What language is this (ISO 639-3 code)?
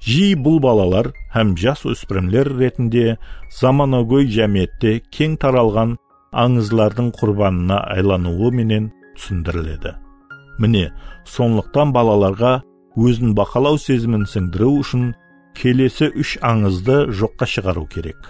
kaa